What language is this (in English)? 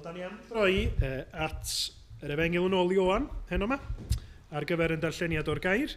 Welsh